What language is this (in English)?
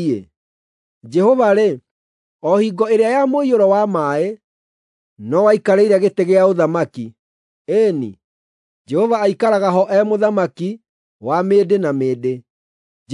Kikuyu